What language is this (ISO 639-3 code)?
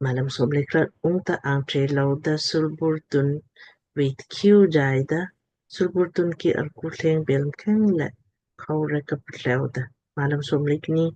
lmk